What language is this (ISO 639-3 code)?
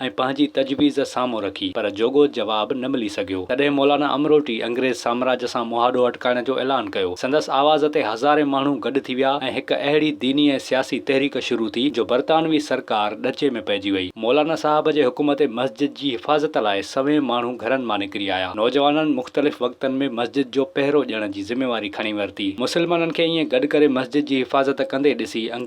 snd